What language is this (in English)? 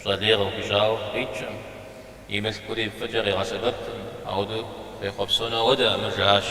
Kabardian